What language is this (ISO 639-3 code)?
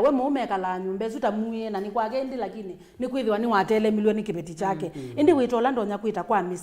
kam